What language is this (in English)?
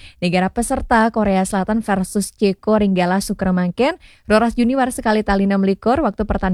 Balinese